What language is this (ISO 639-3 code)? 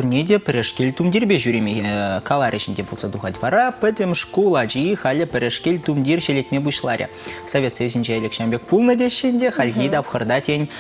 chv